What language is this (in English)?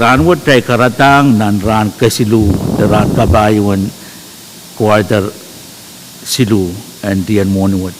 Pohnpeian